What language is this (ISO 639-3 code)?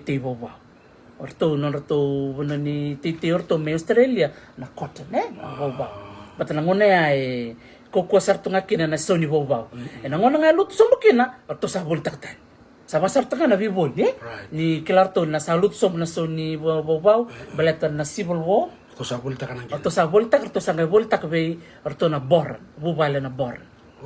fij